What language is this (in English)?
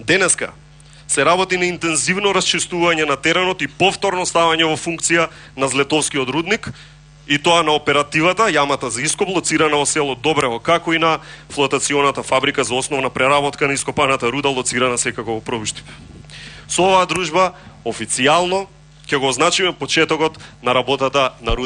Macedonian